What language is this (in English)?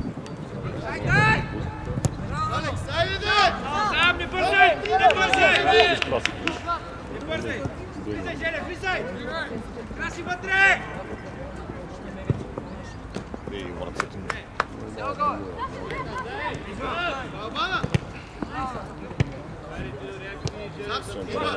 Bulgarian